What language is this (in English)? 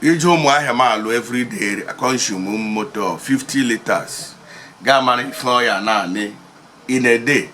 Igbo